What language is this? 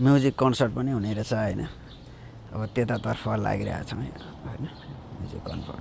Nepali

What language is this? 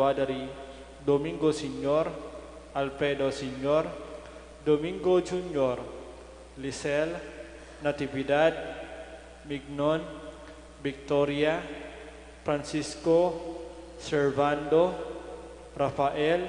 Pampanga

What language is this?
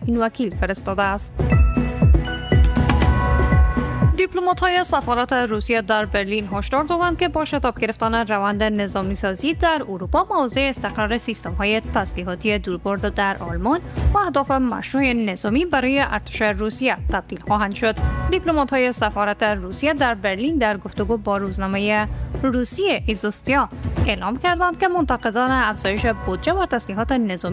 Persian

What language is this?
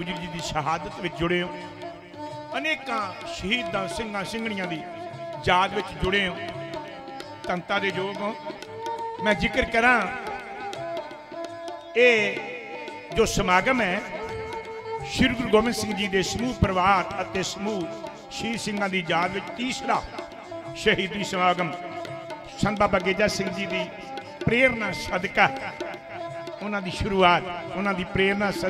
Punjabi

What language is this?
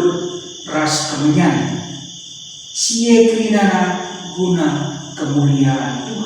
Batak Karo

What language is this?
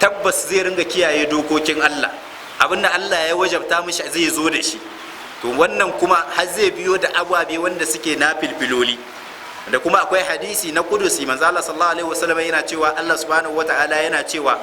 Hausa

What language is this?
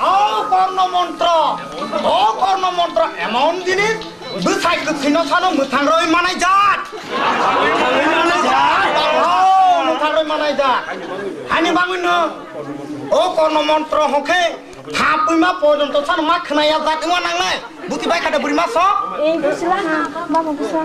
Kok Borok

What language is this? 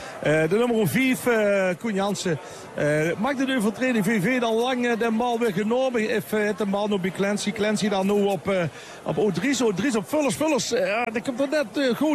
Dutch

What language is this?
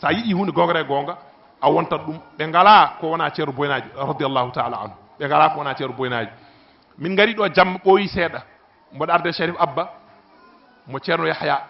Fula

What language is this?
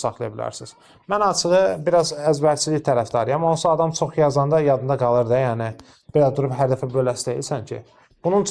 Azerbaijani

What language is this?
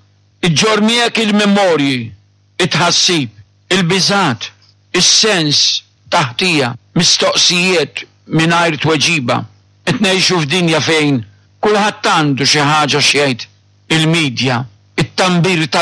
Maltese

